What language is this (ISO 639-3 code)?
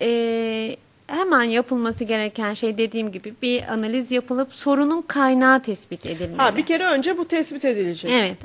tur